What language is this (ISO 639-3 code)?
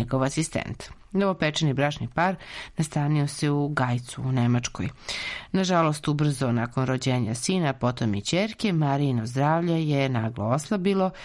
srp